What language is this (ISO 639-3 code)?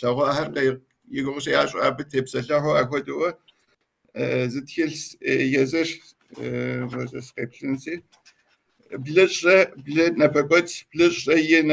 kbd